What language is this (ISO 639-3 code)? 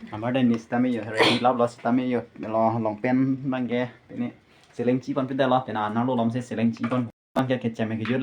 mjw